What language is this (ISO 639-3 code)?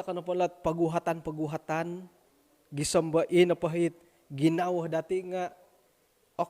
dtp